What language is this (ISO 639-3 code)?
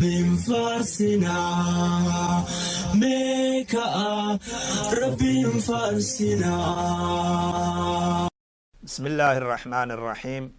orm